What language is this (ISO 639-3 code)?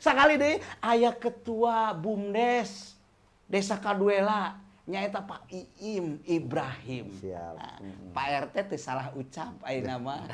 sun